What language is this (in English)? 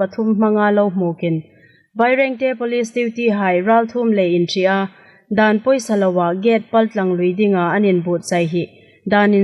Hmar